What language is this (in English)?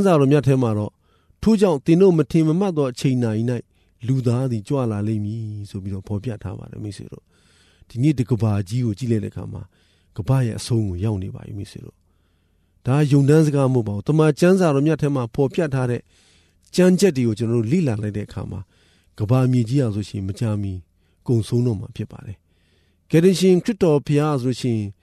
Burmese